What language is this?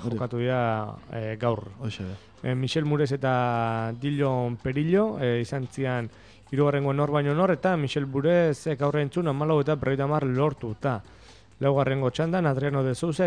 Basque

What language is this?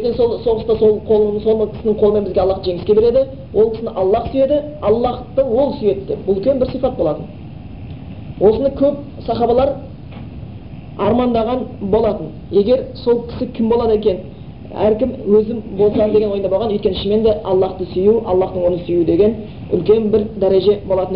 Kazakh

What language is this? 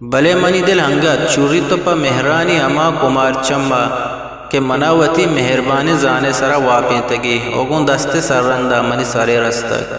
Eastern Balochi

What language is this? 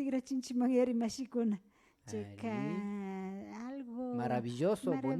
Imbabura Highland Quichua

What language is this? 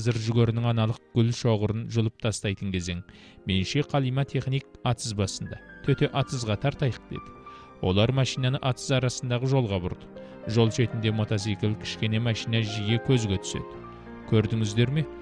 Kazakh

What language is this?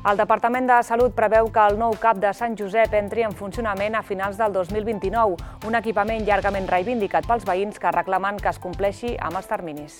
Catalan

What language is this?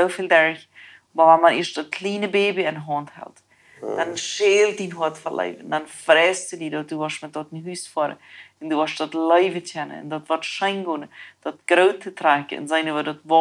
Plautdietsch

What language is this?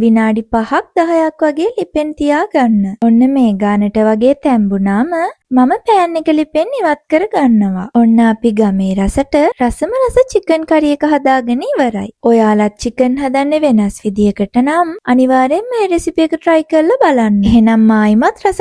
Sinhala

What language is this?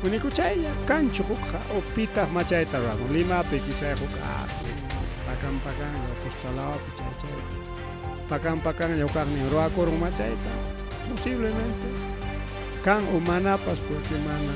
Ayacucho Quechua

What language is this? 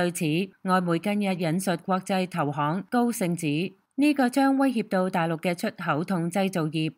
Cantonese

